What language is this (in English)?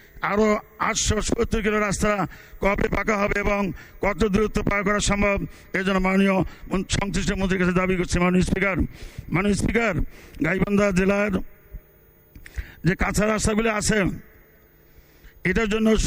Bangla